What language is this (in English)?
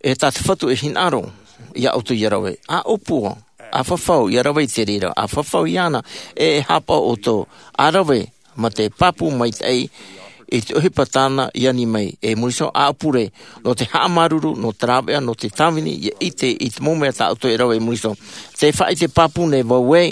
Tahitian